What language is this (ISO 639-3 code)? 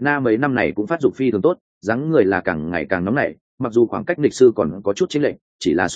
vie